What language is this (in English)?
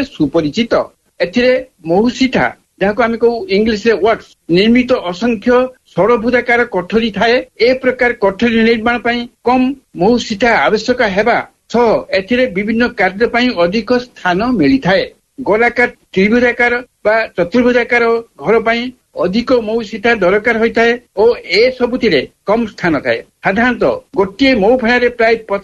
Odia